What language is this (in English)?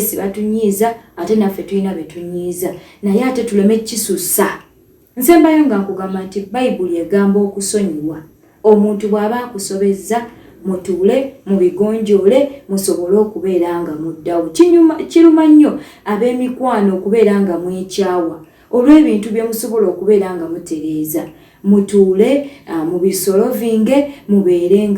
Ganda